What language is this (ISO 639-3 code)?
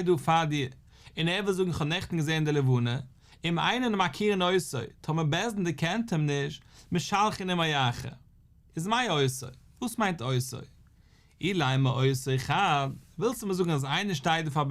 yid